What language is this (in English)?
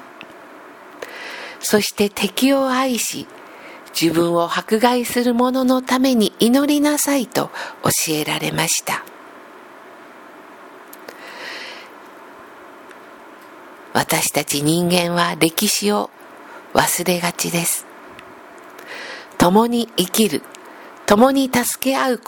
Japanese